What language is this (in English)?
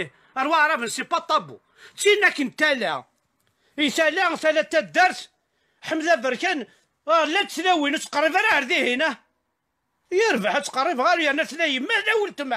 Kabyle